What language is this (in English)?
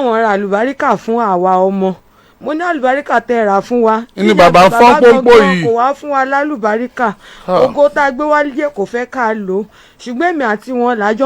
Yoruba